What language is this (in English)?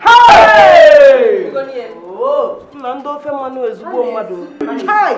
Nigerian Pidgin